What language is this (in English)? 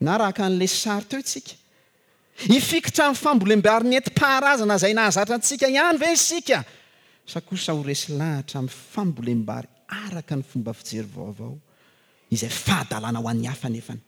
Malagasy